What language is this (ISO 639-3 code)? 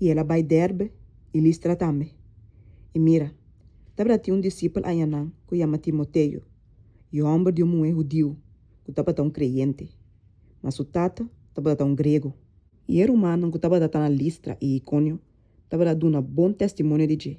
pap